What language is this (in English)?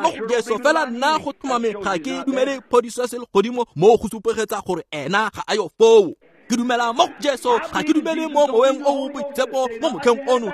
Tswana